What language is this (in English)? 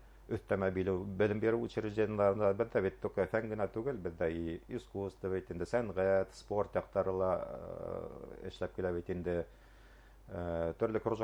Bashkir